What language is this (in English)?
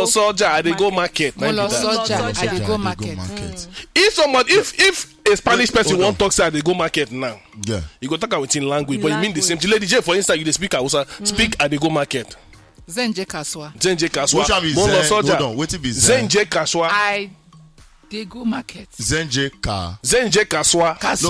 Nigerian Pidgin